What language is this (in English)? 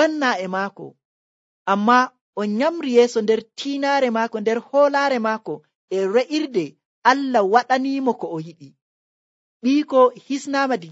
Nigerian Fulfulde